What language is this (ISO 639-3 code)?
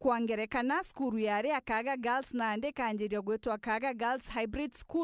mer